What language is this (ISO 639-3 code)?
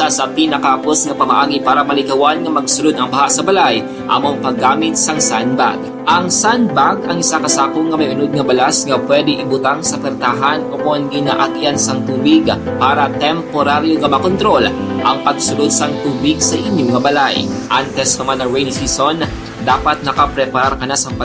hil